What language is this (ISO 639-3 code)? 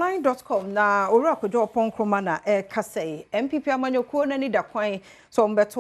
aka